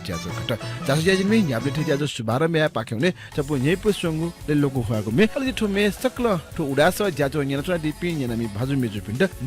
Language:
Newari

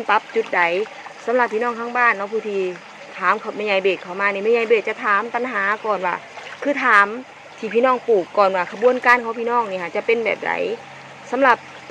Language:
Northeastern Thai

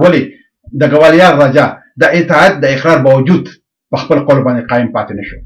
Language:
Pashto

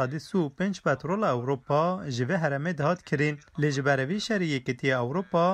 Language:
Kurdish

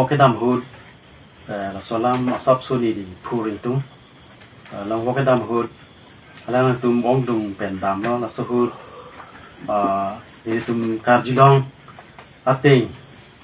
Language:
Karbi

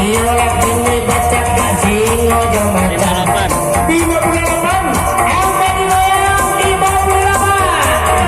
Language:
Minangkabau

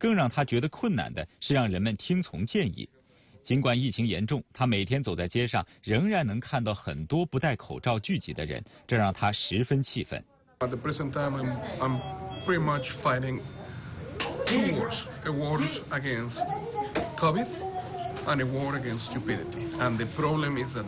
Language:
Chinese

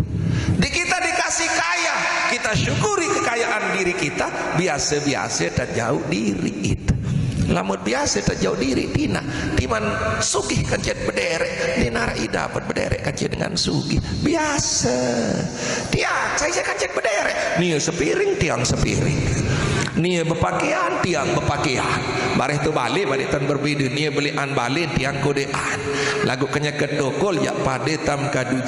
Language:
Sasak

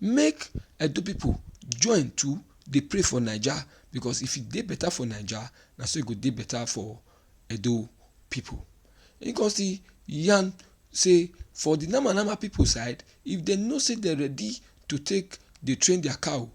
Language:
Nigerian Pidgin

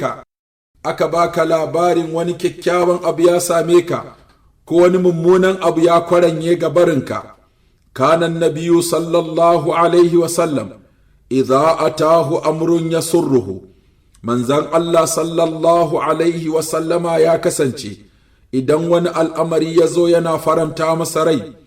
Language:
Hausa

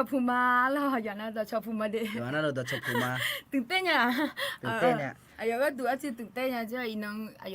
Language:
Akha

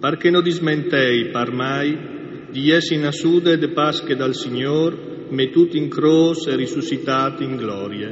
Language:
Friulian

